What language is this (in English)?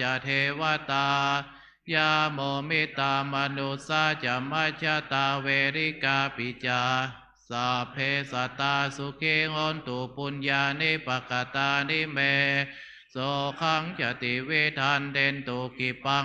Pali